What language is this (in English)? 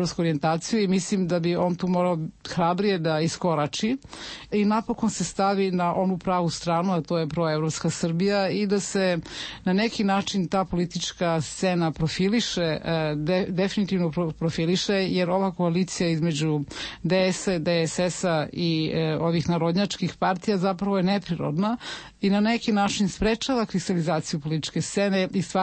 Serbian